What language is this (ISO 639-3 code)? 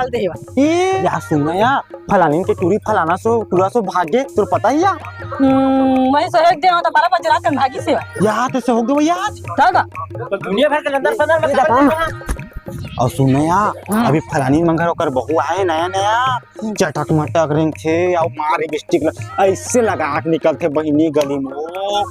hne